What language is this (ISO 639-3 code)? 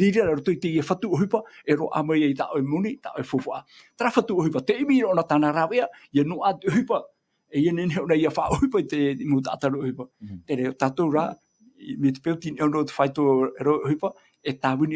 tah